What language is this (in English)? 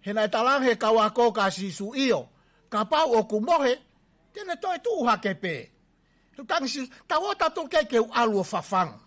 Tongan